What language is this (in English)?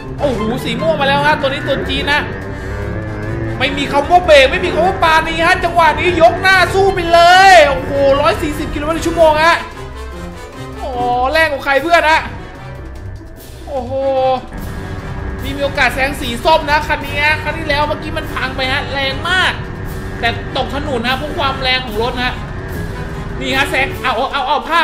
Thai